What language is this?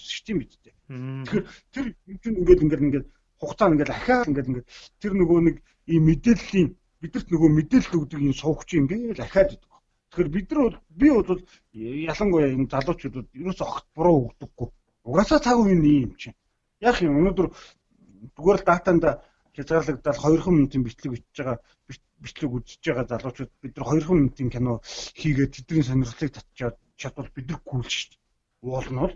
Mongolian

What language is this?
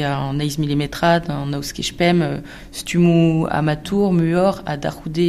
Breton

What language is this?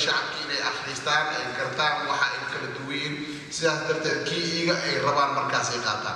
Somali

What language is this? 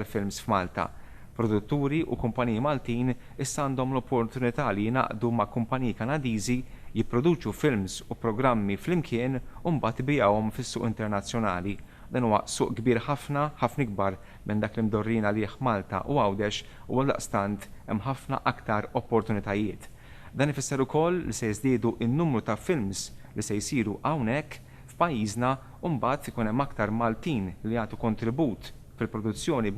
Maltese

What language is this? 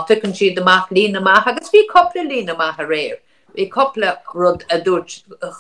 Irish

